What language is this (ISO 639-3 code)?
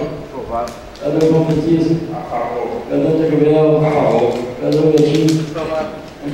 por